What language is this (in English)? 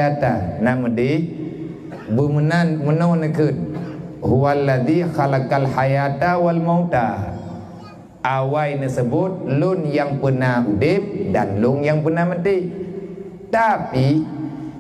Achinese